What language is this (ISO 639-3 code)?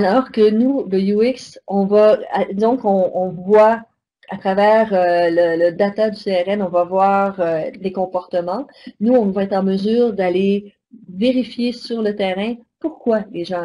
fra